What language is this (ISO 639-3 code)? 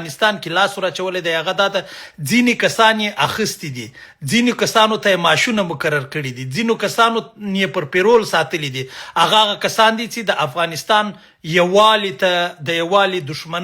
pus